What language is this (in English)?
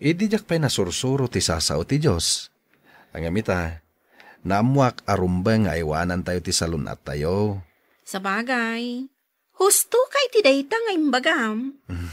Iloko